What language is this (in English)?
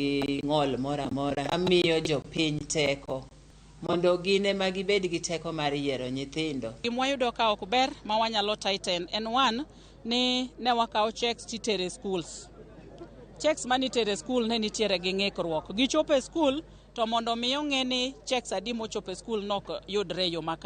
Luo (Kenya and Tanzania)